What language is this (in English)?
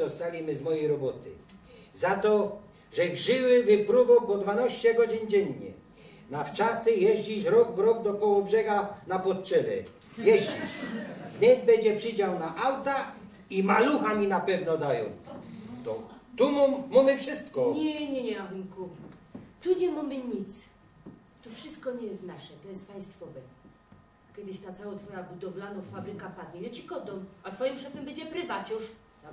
Silesian